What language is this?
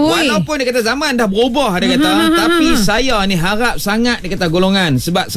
Malay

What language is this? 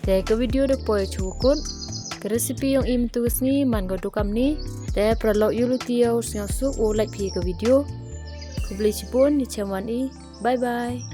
Khasi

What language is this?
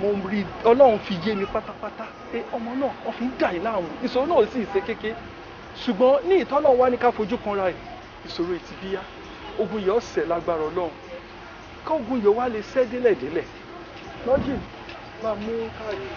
Yoruba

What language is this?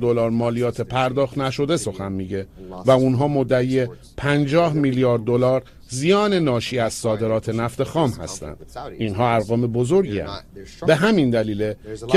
Persian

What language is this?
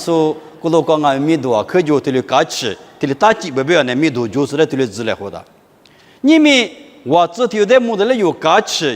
Lisu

